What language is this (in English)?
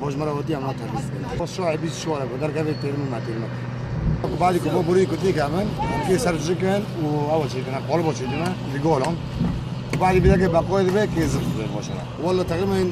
Kurdish